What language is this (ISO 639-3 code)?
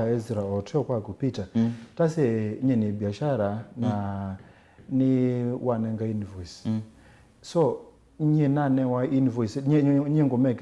kam